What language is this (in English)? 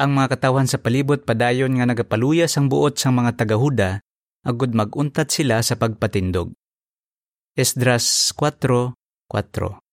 Hiligaynon